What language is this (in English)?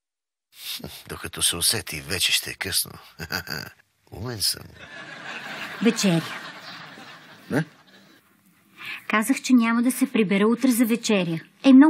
Bulgarian